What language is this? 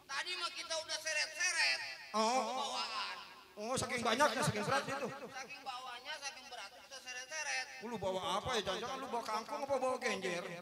Betawi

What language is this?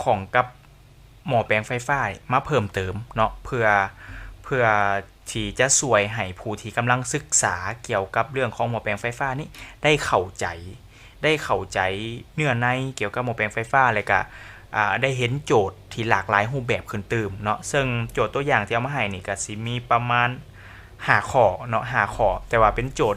Lao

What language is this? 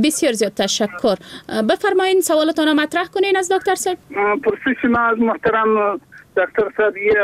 Persian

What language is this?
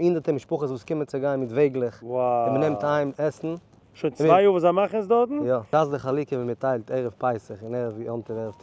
Yiddish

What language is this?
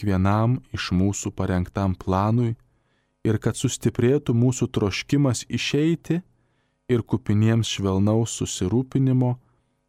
Lithuanian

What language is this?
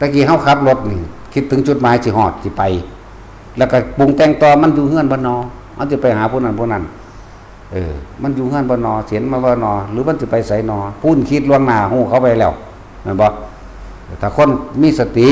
Lao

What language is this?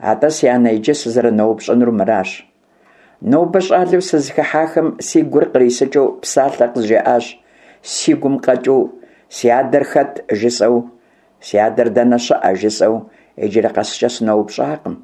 Kabardian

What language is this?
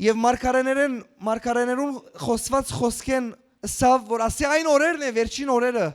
Western Armenian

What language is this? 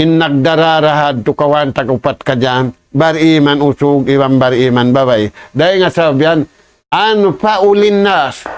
Tausug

